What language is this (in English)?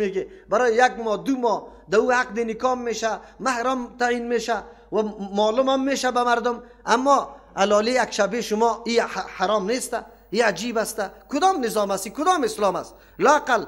Persian